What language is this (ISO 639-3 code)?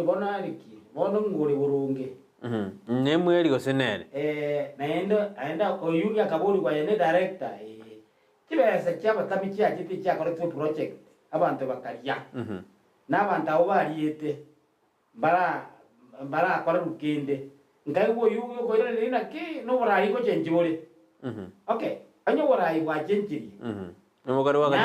guz